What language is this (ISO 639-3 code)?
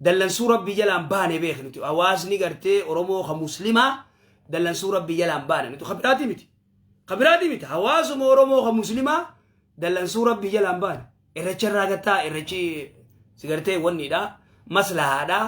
orm